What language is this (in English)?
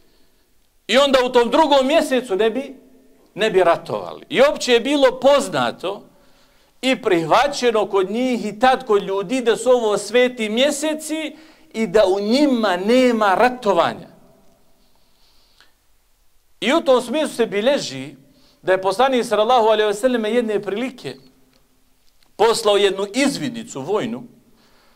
Bosnian